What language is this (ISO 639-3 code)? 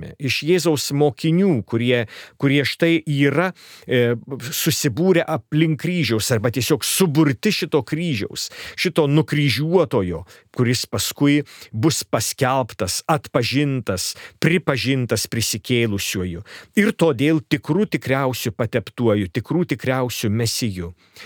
lit